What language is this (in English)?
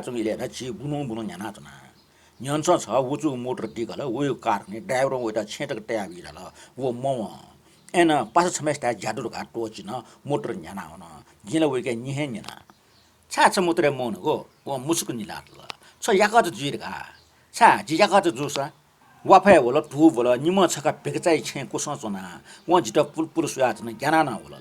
Newari